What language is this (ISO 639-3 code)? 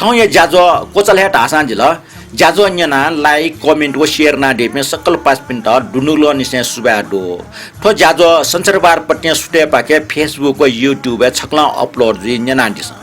new